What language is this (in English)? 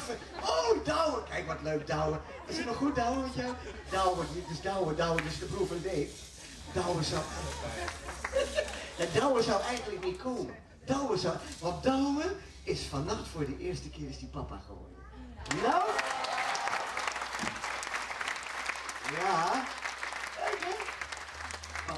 Dutch